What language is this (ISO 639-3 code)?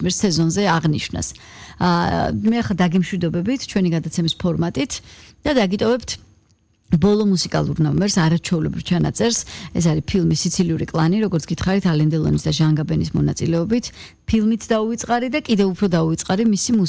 kat